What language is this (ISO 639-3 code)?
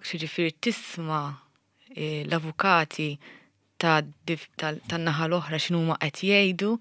mlt